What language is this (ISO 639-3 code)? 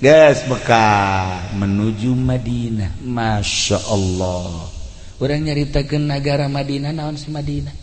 sun